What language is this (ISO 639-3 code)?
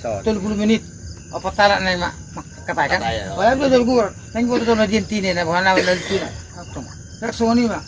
bbc